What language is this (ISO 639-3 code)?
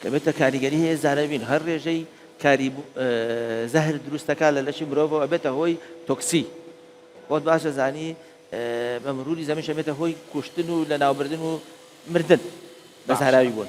ckb